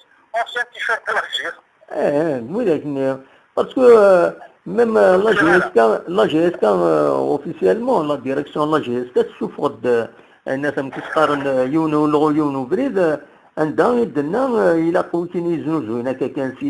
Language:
Kabyle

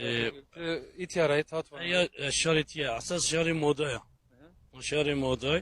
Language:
Zaza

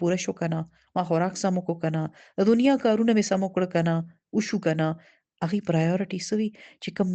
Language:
Pashto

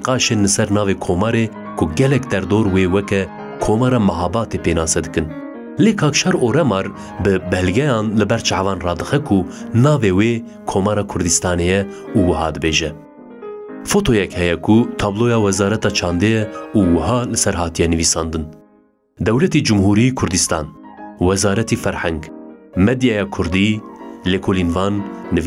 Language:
Kurdish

